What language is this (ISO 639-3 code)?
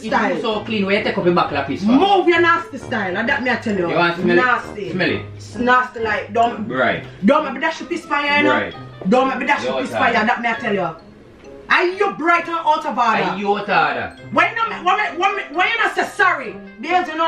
jam